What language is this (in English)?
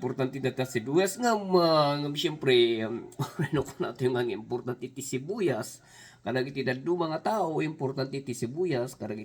Iloko